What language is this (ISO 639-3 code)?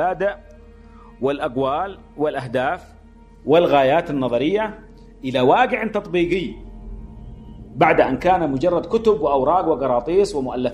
ara